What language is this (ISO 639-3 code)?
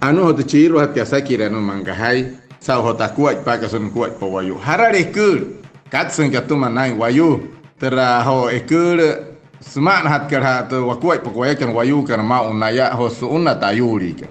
guc